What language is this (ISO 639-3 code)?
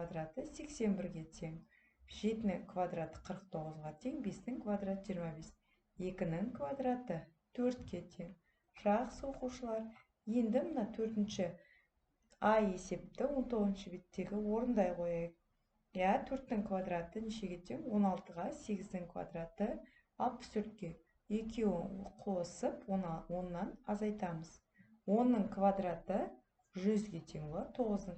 kaz